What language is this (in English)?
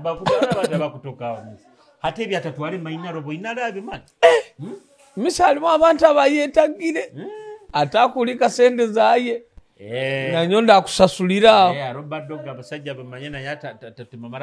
Nyoro